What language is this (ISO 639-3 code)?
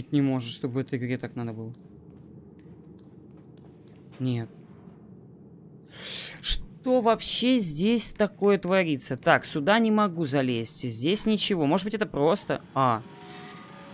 rus